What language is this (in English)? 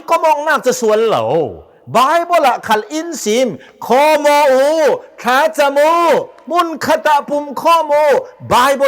Hakha Chin